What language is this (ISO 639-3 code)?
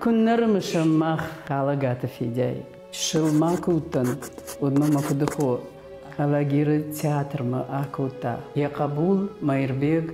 oss